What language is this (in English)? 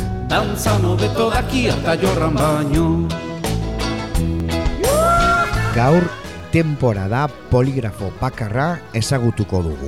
Basque